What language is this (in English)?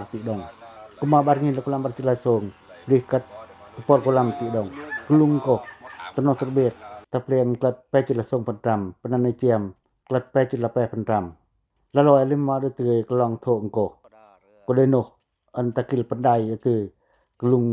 Pacoh